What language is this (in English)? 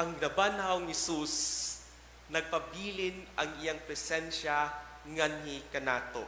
Cebuano